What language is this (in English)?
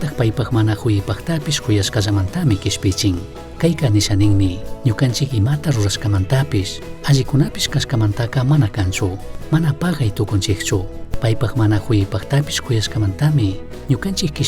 Chimborazo Highland Quichua